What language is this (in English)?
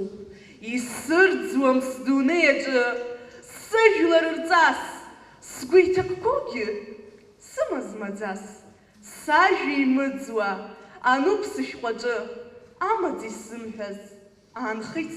Abkhazian